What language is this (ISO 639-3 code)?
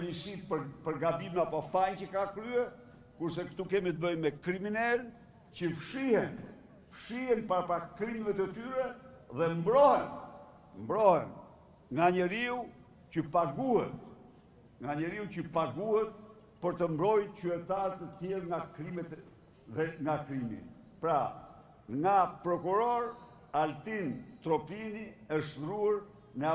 sqi